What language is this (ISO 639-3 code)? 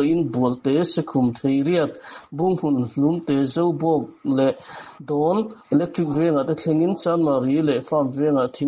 lus